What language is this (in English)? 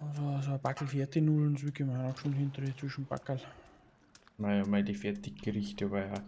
Bavarian